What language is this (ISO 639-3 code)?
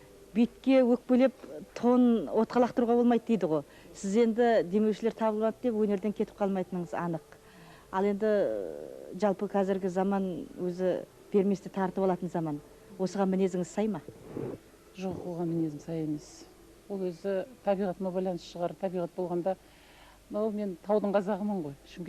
kaz